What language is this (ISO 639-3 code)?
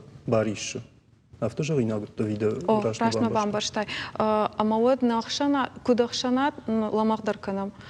oss